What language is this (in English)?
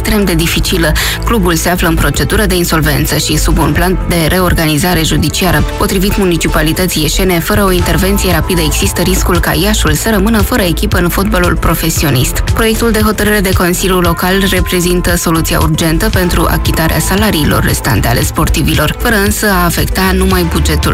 Romanian